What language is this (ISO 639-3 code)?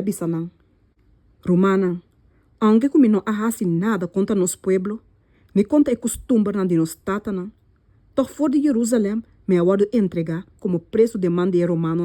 pap